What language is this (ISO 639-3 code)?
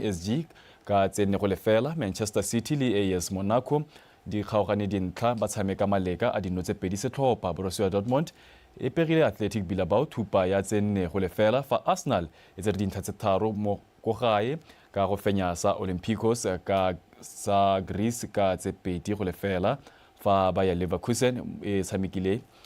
tsn